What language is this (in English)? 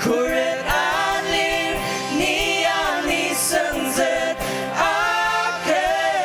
Ao Naga